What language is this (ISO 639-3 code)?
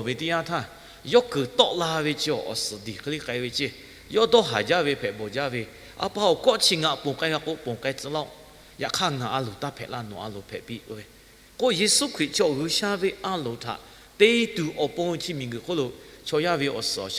lhu